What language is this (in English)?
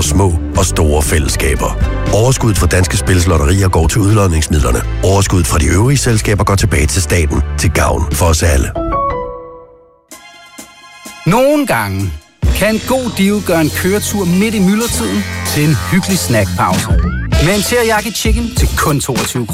Danish